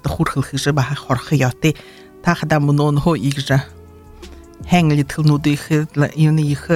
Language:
Buriat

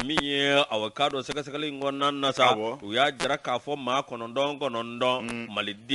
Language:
Bambara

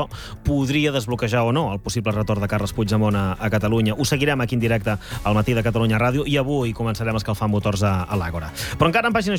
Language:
Catalan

